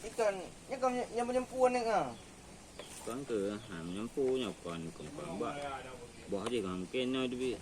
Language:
Achinese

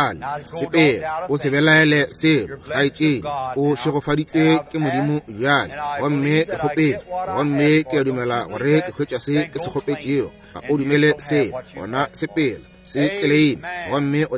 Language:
Northern Sotho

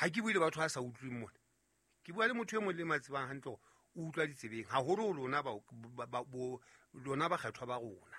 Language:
Southern Sotho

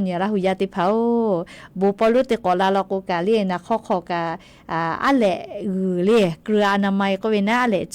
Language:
Lahu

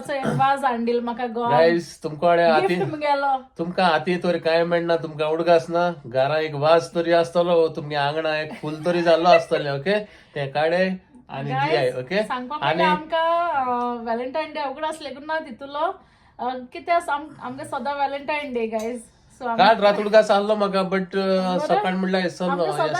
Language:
Konkani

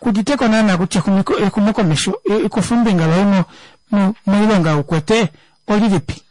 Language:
Kuanyama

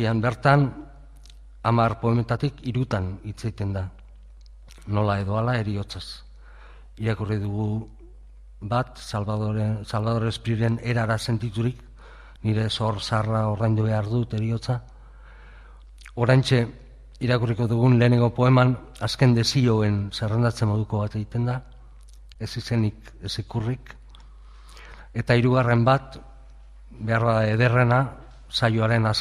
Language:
Basque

